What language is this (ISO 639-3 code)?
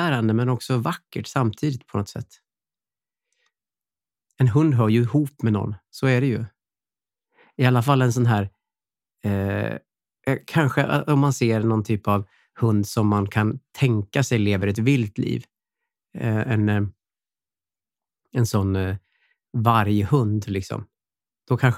swe